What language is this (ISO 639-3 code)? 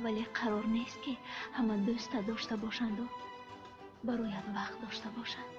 tgk